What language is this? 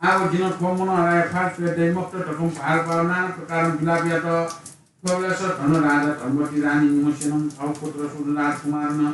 Newari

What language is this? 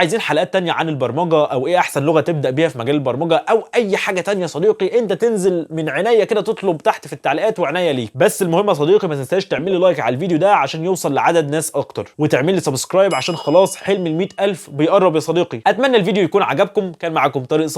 Egyptian Arabic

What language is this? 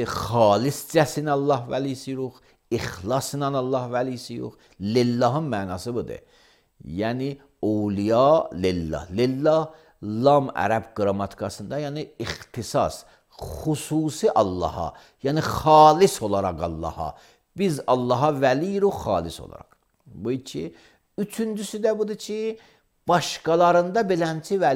Azerbaijani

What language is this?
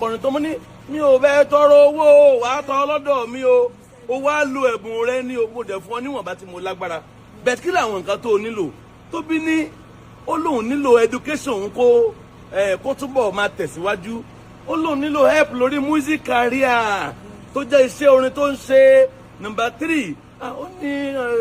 Yoruba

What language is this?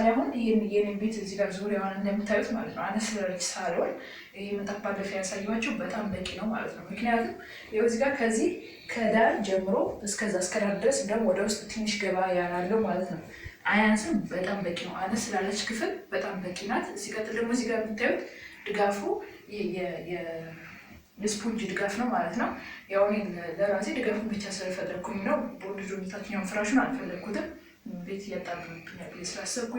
Amharic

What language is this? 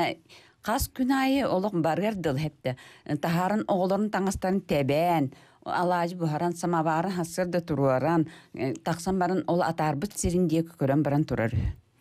Yakut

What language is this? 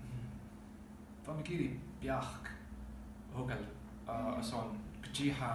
Scottish Gaelic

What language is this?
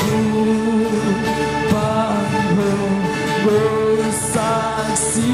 Tedim Chin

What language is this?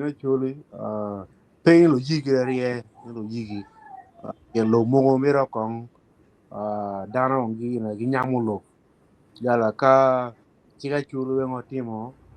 Acoli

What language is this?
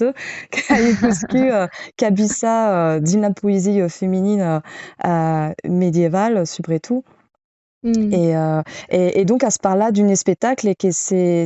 Occitan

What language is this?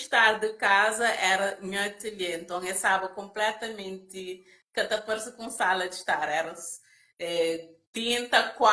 Kabuverdianu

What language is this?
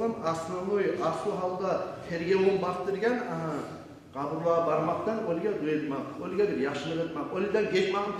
Kumyk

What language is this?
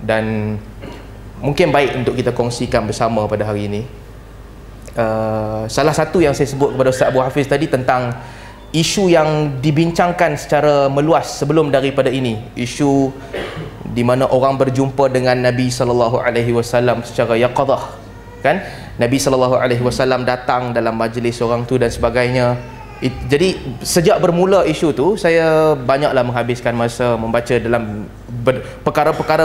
Malay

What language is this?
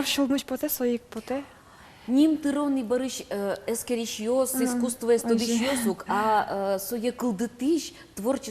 Udmurt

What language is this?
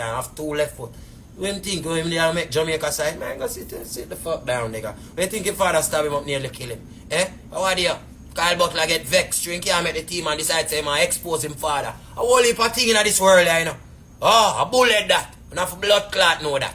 Jamaican Creole English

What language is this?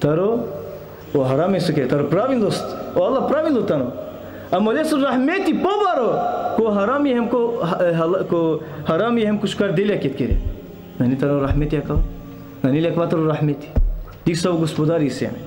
Balkan Romani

